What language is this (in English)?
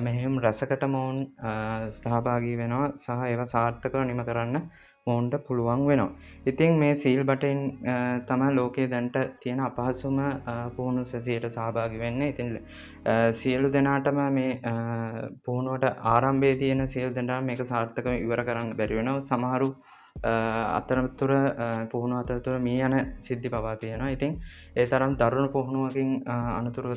Sinhala